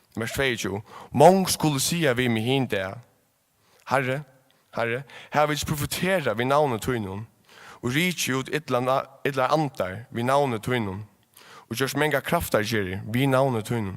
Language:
Faroese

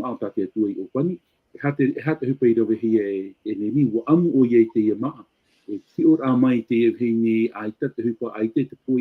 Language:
Tahitian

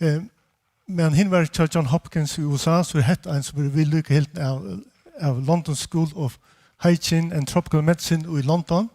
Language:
Faroese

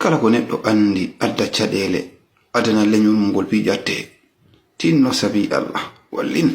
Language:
Fula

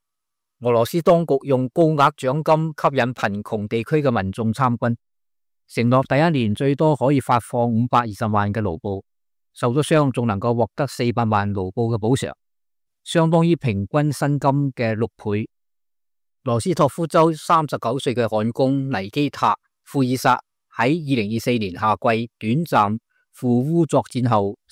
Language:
Cantonese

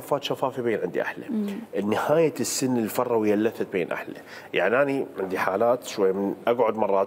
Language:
Mesopotamian Arabic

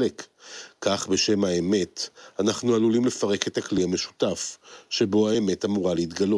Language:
Hebrew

